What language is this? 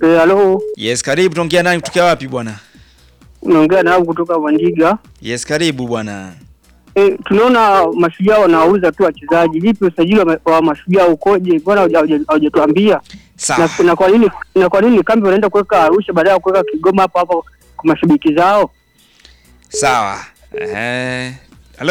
Swahili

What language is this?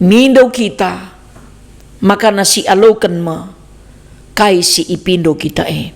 Batak Karo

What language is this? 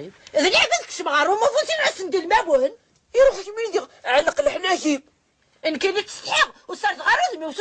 Kabyle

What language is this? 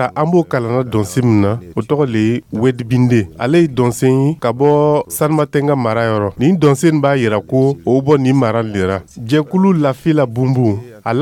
Dyula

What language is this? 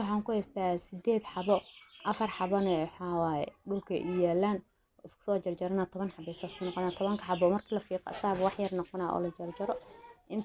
Somali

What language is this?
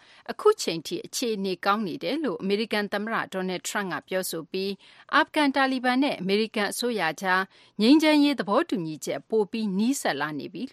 Burmese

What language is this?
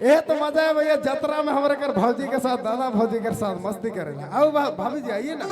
Sadri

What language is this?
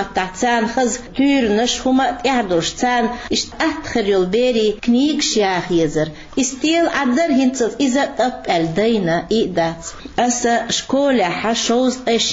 Chechen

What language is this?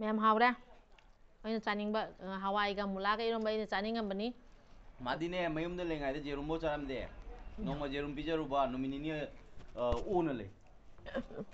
Manipuri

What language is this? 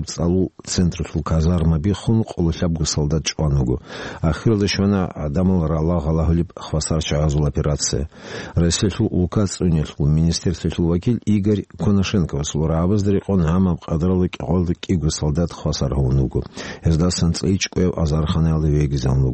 Avaric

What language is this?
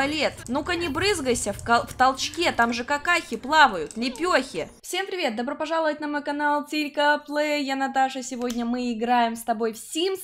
Russian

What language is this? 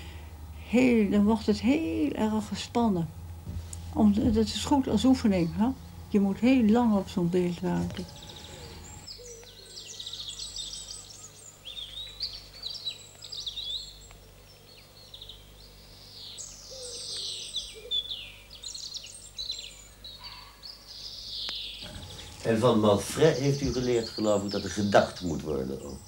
Dutch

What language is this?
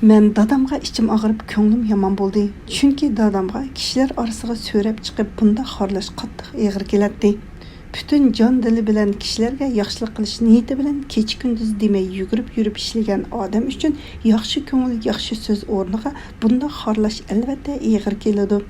Uyghur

